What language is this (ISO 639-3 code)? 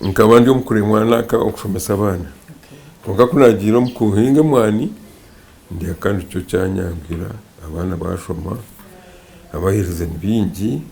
nyn